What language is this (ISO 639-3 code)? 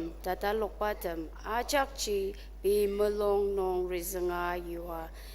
njo